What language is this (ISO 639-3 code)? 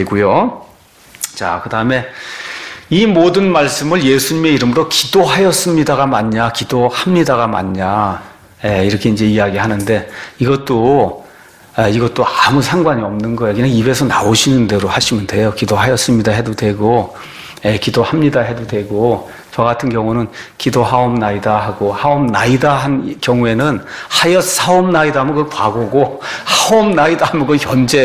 kor